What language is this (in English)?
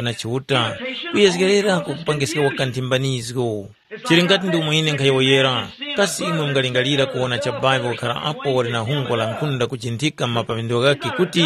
Tumbuka